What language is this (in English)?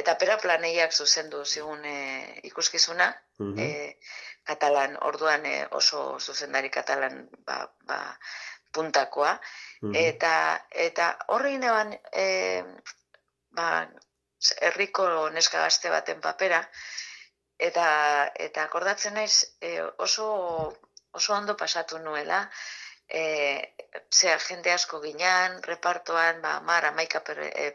Basque